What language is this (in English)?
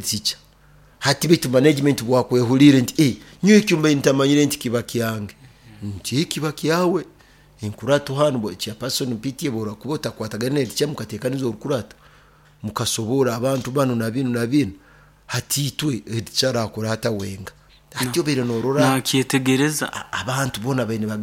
Nyoro